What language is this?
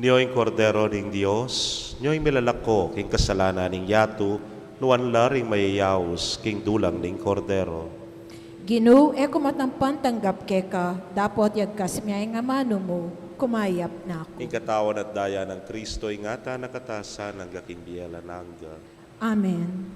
Pampanga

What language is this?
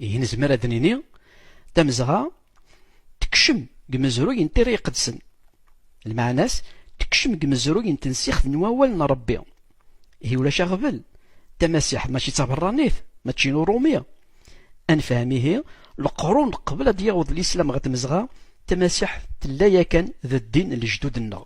Kabyle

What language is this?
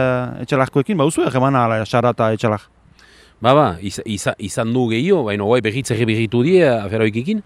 Basque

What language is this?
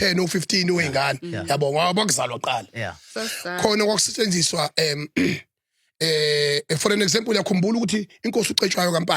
Zulu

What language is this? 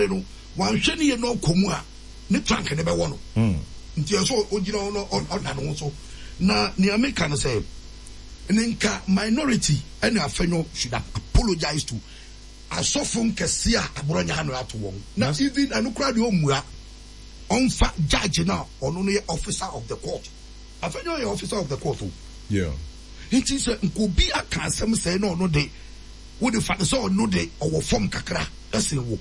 Akan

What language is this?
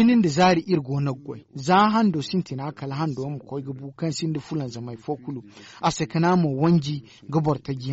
Zarma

